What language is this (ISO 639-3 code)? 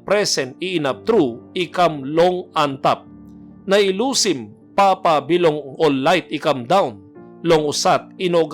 tpi